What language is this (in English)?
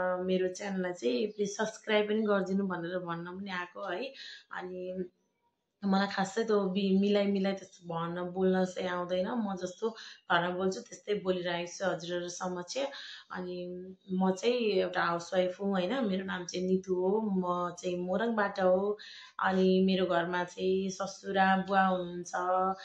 Nepali